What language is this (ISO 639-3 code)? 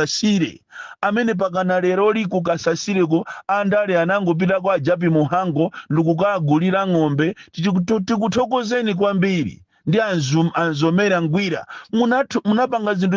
nya